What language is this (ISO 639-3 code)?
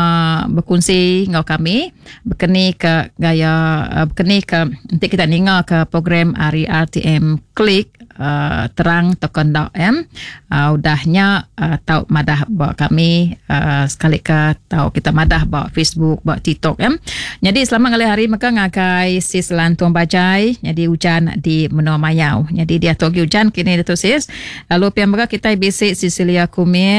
iba